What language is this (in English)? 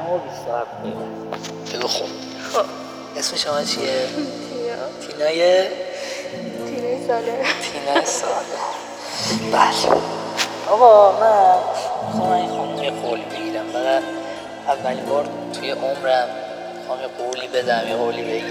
Persian